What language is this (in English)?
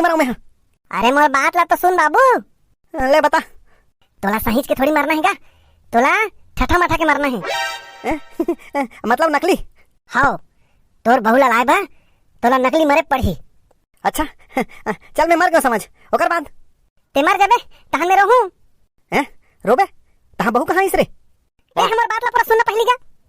Chhattisgarhi